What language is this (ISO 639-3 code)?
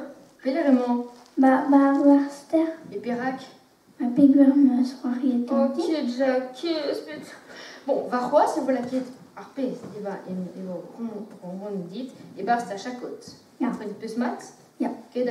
bre